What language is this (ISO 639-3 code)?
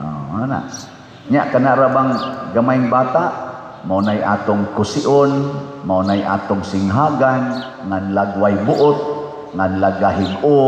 ceb